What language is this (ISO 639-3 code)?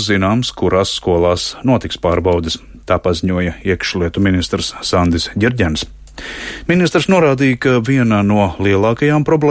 lav